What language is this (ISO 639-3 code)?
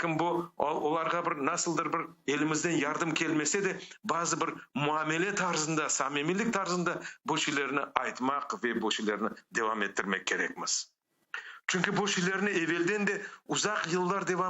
crh